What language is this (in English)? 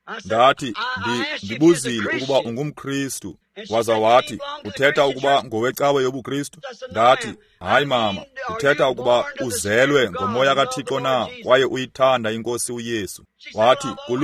Xhosa